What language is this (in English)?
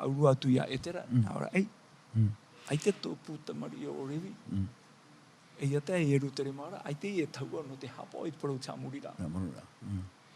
Tahitian